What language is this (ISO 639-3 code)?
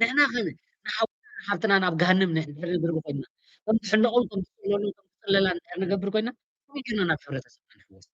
tir